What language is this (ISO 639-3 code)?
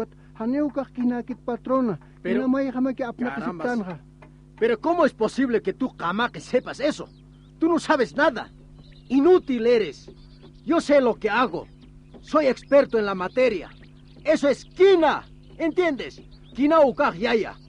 aym